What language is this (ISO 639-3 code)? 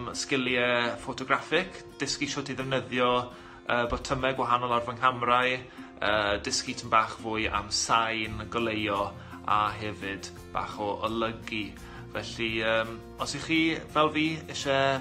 cym